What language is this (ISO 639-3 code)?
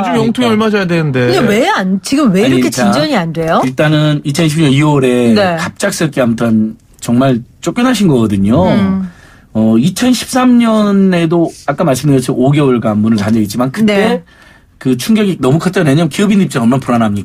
kor